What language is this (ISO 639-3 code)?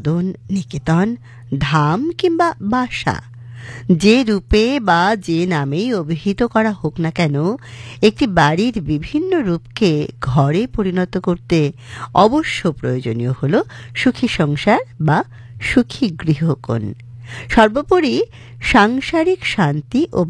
ben